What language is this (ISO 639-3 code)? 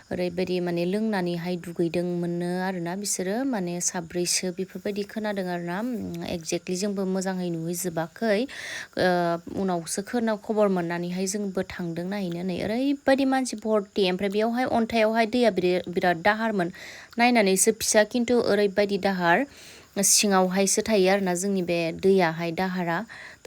brx